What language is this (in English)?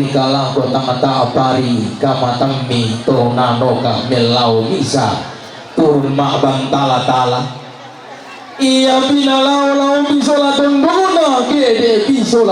Toraja-Sa'dan